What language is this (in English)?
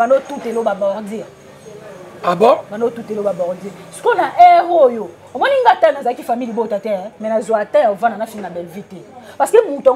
Lingala